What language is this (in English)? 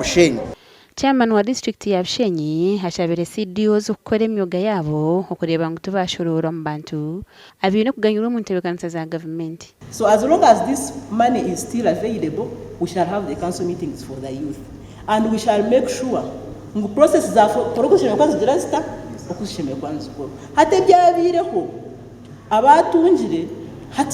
Nyankole